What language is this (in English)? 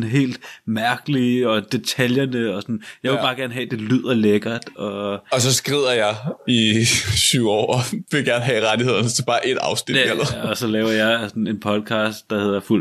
Danish